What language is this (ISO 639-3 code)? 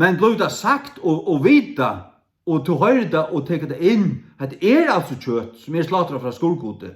fao